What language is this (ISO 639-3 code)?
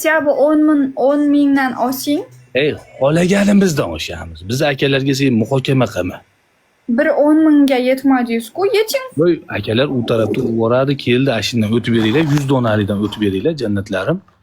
uzb